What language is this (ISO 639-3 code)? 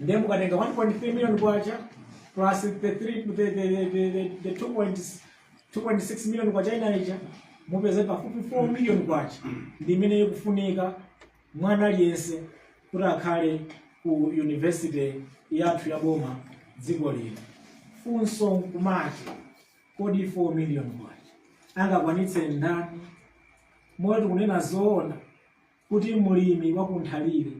nya